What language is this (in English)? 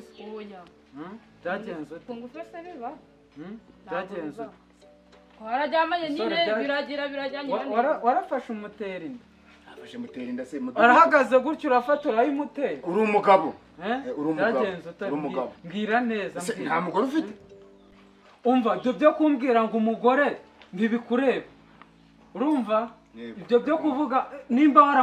Kinyarwanda